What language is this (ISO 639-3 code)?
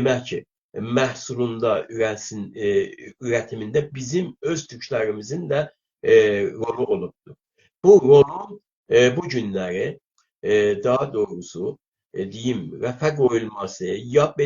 azb